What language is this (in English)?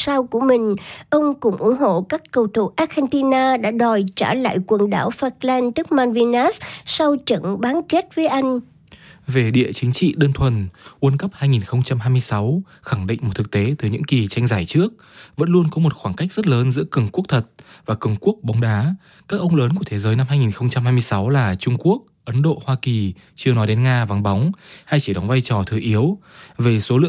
Vietnamese